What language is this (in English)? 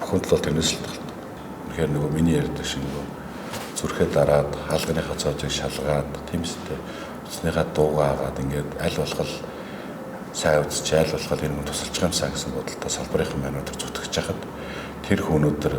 Mongolian